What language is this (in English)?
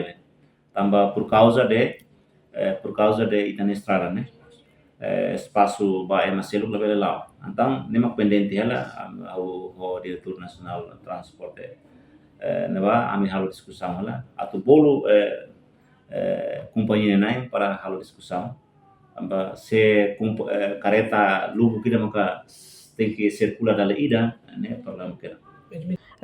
Tetum